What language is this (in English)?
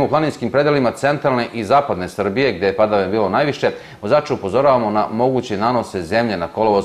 Serbian